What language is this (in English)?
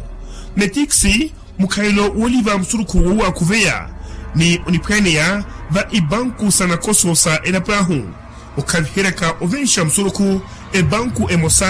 Makhuwa